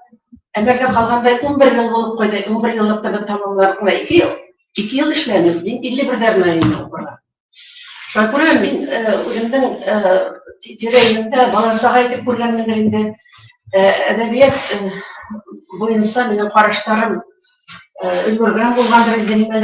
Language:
Bashkir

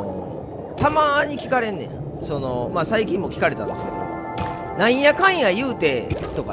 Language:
Japanese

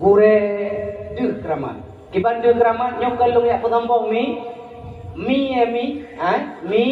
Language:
Achinese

